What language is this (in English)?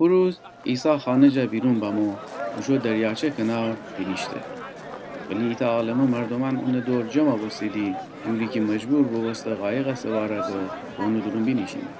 Gilaki